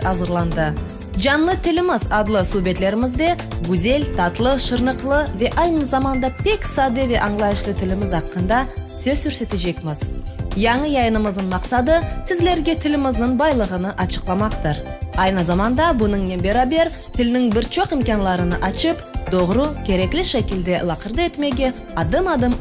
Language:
Crimean Tatar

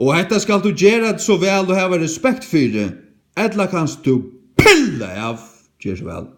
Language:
Faroese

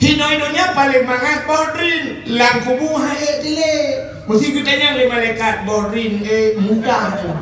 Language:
Achinese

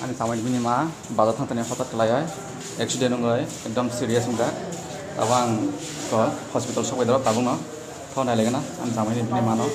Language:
Kok Borok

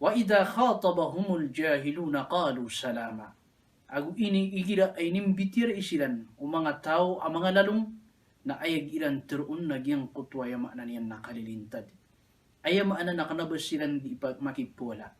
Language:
Maranao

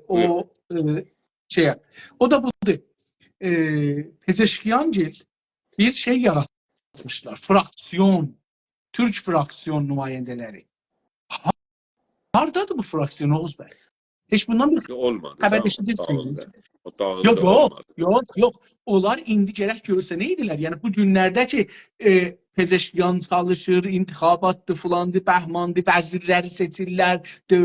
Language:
South Azerbaijani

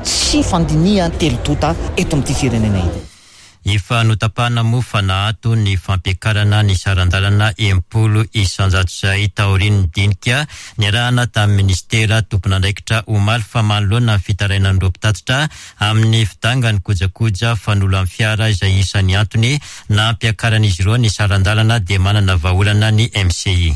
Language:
Malagasy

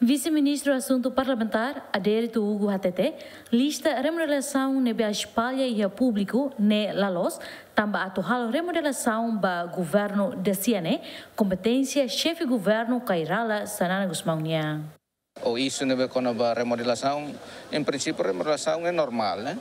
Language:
Tetum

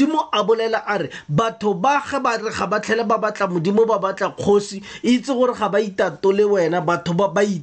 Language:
Tswana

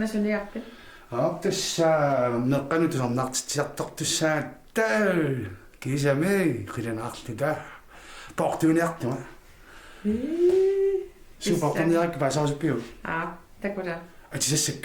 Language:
Kalaallisut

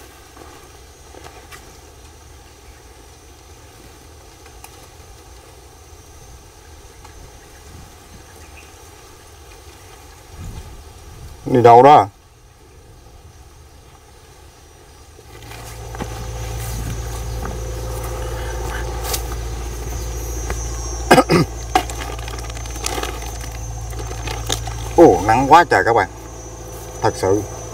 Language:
Vietnamese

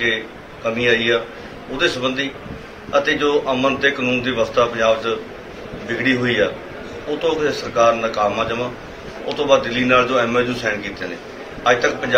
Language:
Punjabi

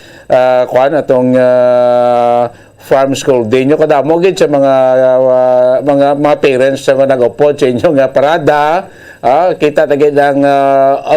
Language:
Hiligaynon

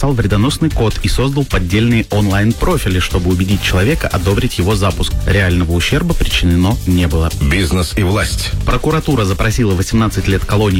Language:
Russian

